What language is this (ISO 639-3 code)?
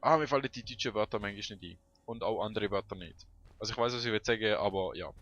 gsw